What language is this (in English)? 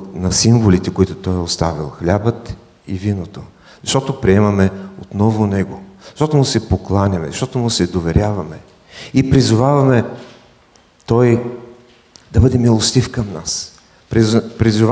Bulgarian